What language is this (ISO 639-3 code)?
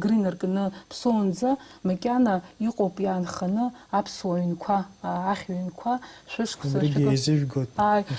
abk